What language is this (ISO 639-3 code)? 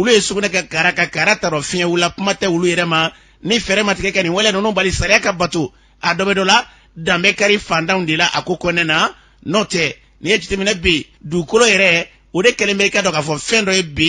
bam